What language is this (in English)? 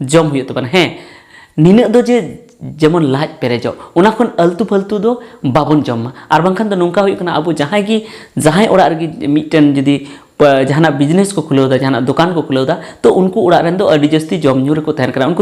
Santali